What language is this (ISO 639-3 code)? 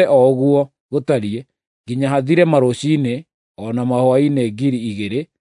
kik